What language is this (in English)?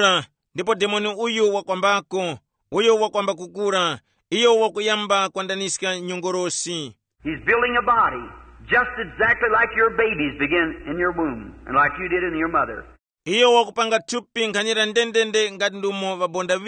Tumbuka